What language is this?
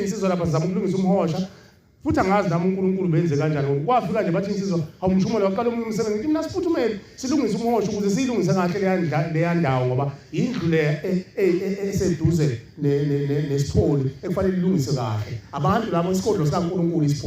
Zulu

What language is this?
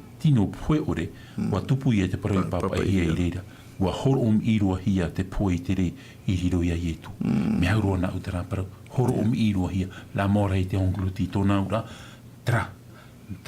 Tahitian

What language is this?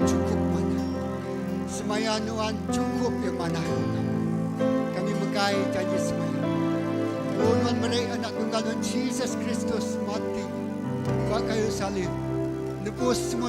Iban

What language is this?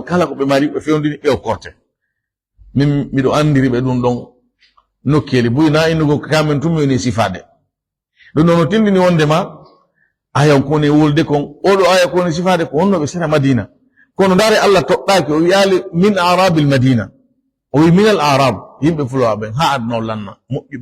Fula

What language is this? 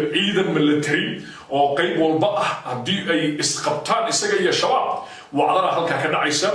Somali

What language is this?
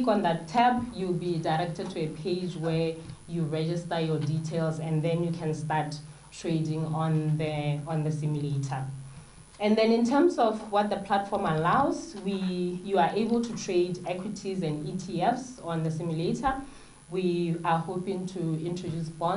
Tswana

